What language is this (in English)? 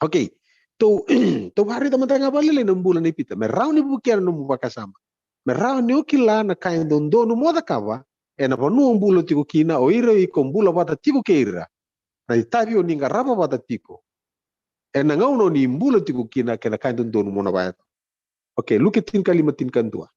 Fijian